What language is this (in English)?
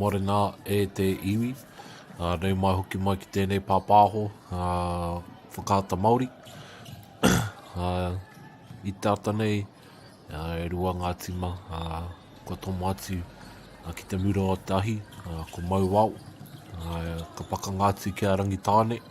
Māori